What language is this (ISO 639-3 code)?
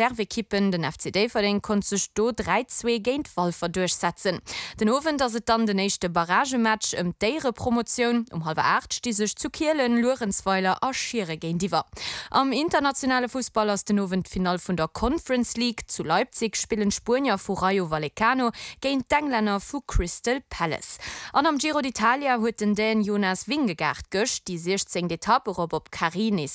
ltz